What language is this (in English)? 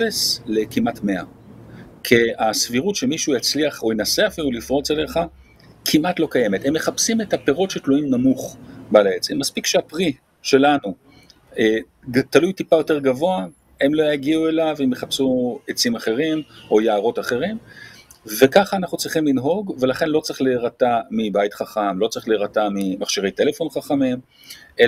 Hebrew